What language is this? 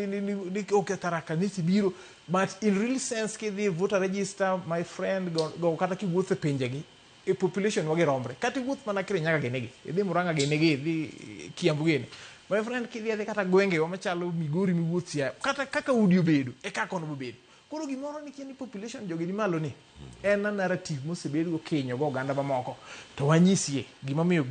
Luo (Kenya and Tanzania)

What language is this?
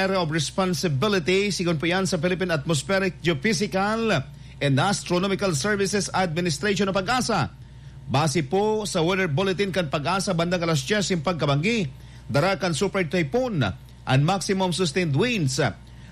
Bikol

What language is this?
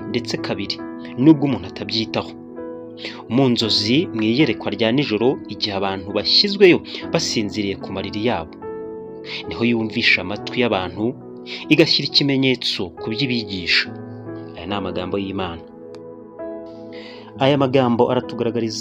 Kinyarwanda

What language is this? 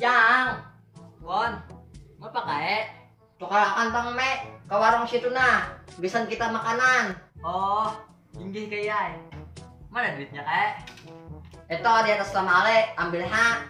Banjar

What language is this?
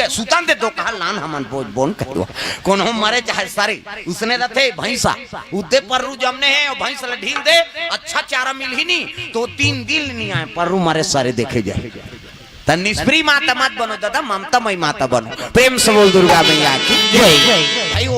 Chhattisgarhi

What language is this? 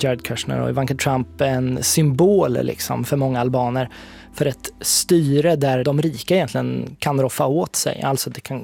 Swedish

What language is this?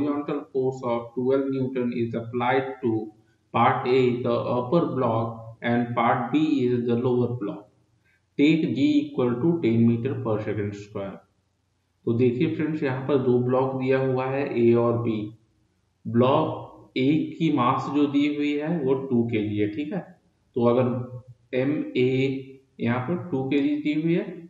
Hindi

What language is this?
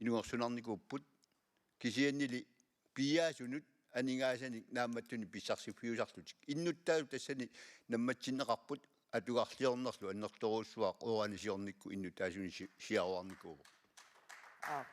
Kalaallisut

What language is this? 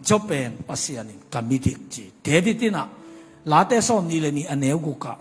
Tedim Chin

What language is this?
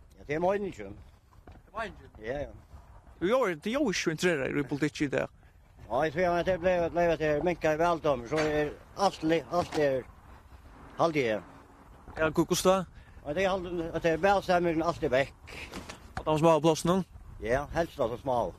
Faroese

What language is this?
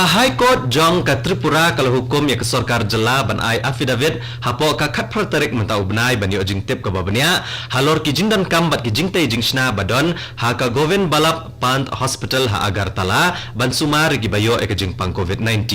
Khasi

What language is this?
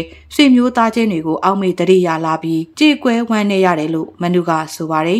Burmese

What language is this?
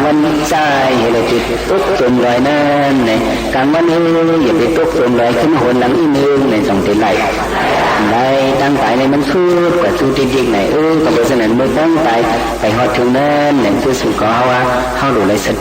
Shan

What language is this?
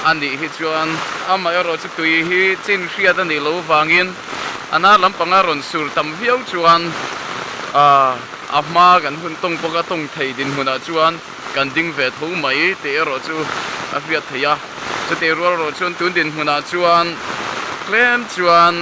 Mizo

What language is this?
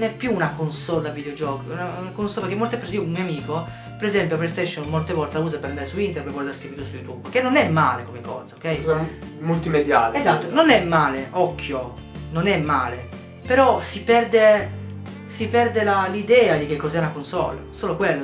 Italian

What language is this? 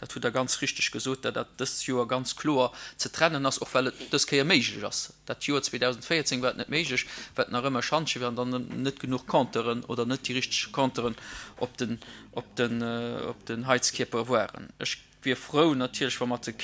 Luxembourgish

